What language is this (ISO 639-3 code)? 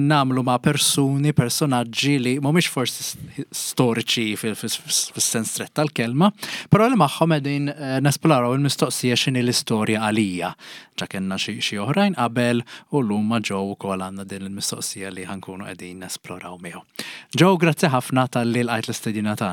mlt